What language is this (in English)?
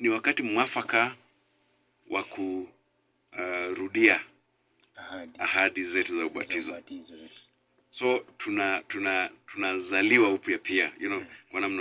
Swahili